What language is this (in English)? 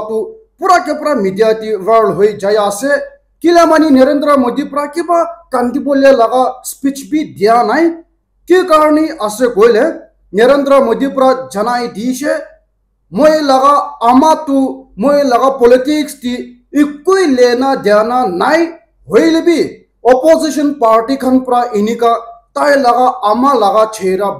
Naga Pidgin